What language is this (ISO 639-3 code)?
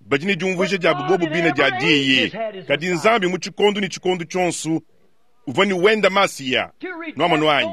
lua